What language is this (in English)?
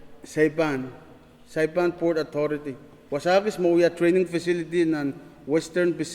Pohnpeian